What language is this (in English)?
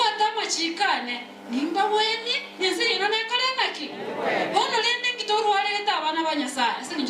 Gusii